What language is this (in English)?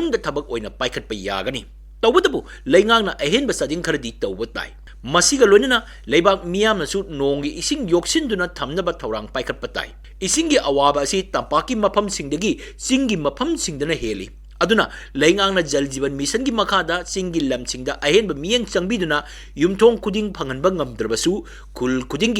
Manipuri